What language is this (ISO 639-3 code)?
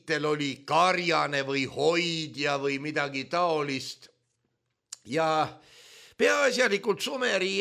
est